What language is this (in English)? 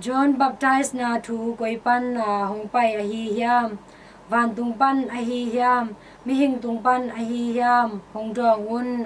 Tedim Chin